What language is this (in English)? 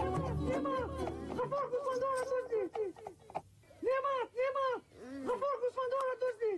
Tajik